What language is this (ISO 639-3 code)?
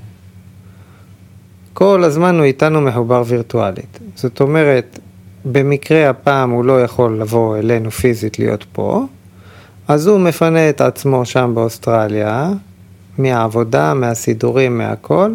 heb